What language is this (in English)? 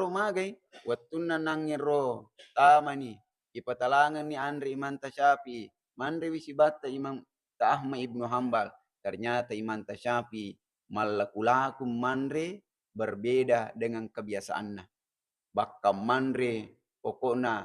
Buginese